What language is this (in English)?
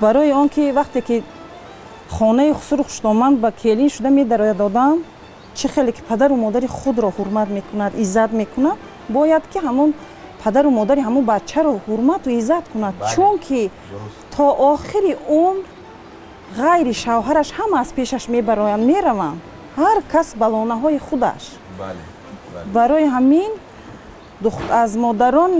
Tajik